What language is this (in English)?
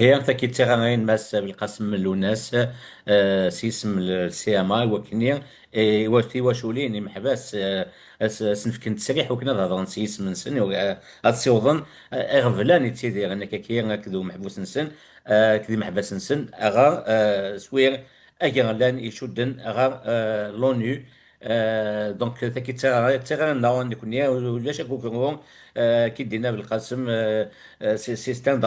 Kabyle